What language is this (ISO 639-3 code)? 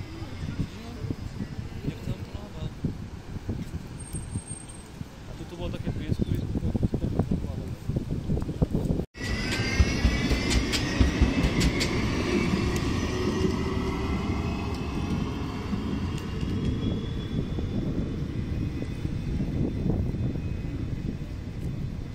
slk